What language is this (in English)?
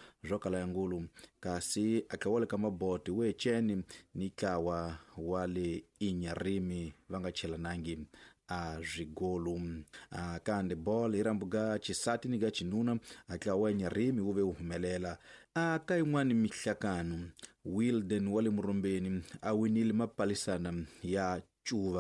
Tsonga